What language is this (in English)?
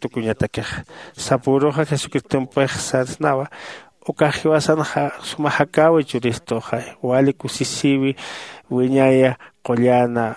Aymara